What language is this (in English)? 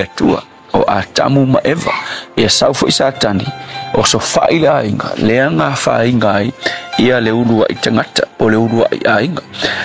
Samoan